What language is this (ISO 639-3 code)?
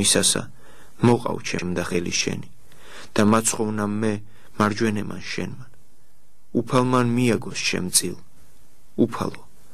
kat